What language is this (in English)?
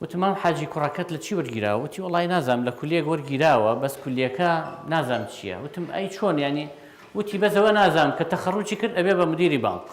Central Kurdish